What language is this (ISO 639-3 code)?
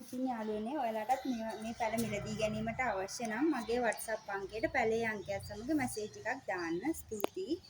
sin